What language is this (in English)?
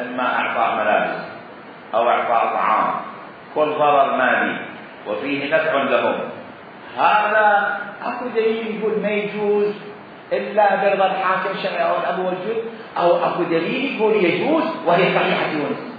Mesopotamian Arabic